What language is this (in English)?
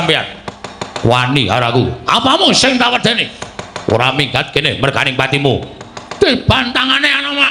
Javanese